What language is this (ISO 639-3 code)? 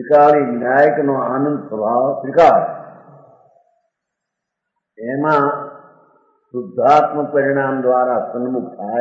guj